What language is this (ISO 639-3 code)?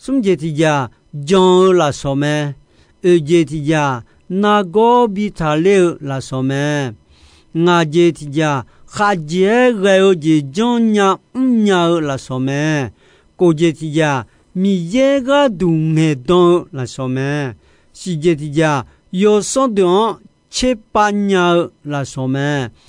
ahk